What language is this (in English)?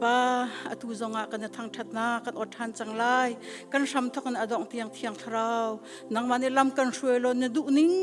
Hakha Chin